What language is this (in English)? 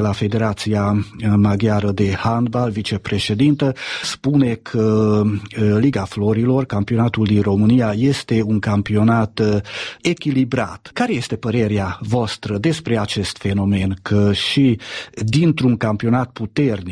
Romanian